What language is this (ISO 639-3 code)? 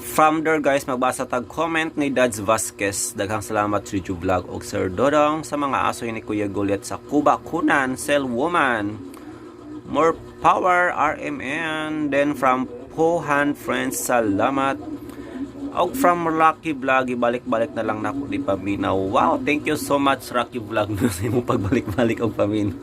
ceb